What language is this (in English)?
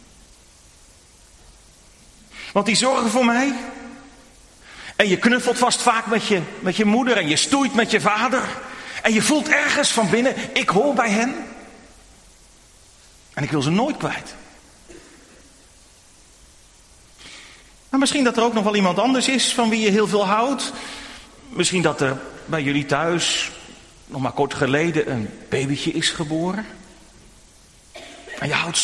Dutch